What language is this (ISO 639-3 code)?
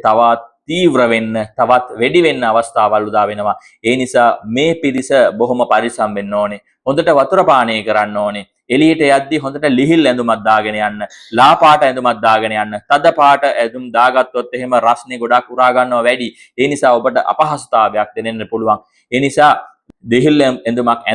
sin